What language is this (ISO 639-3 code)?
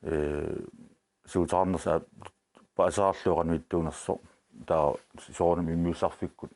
kal